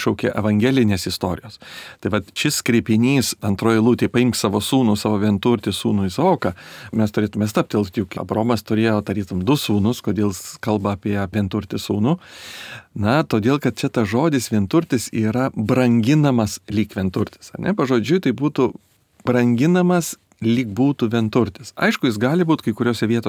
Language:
Lithuanian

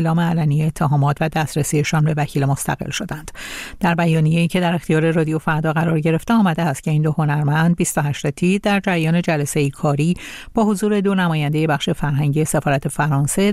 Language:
Persian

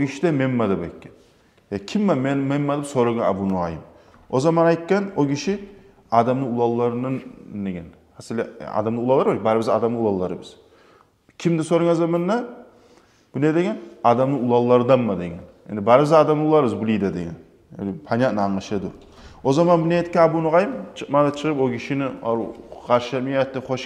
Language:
Kumyk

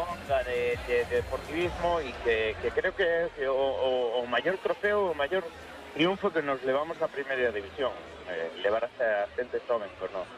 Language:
Galician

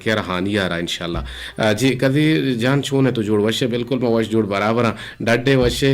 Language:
Eastern Balochi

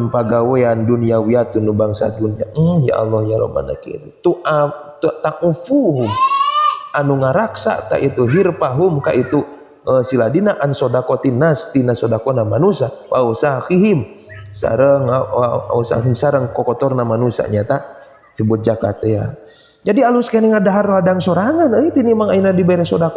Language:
Sundanese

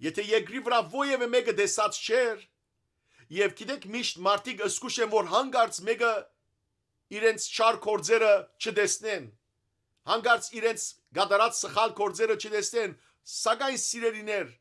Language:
Western Armenian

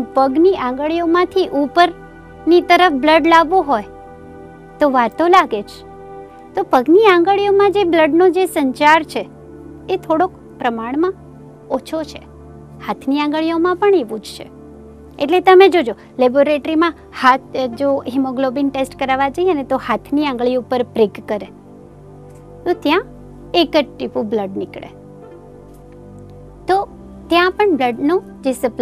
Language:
Gujarati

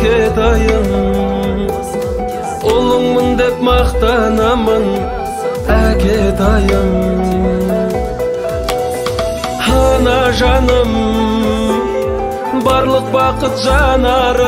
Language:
Kazakh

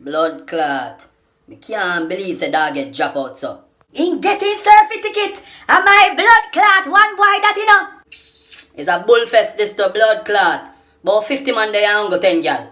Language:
Jamaican Creole English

